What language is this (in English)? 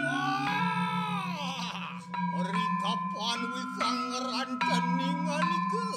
Balinese